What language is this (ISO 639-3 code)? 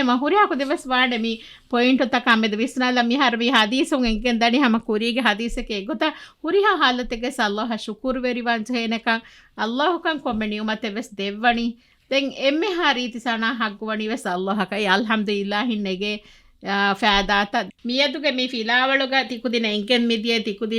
div